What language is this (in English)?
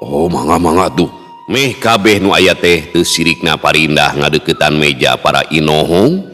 Sundanese